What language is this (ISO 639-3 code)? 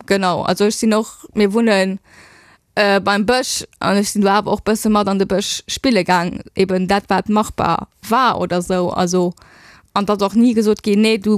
ltz